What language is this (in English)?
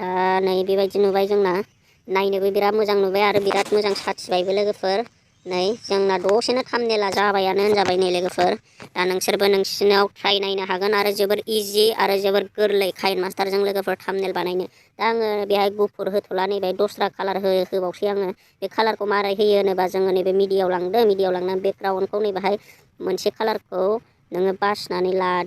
Bodo